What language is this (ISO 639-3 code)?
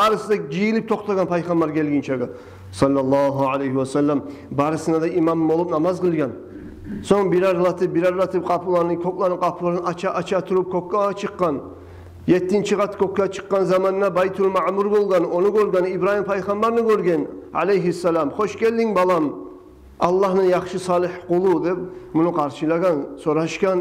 kum